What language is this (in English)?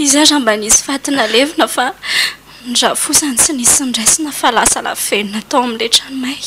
Malagasy